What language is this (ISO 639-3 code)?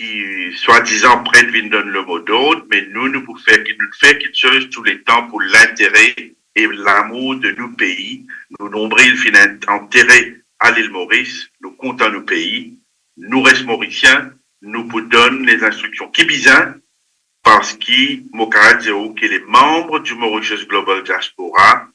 mfe